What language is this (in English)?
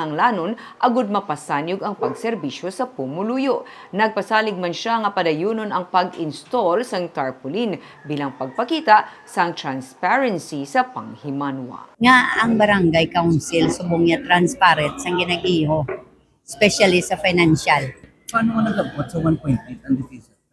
Hiligaynon